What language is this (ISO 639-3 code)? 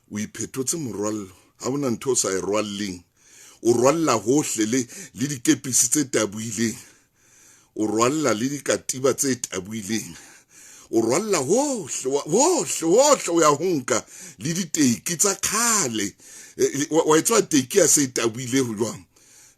sot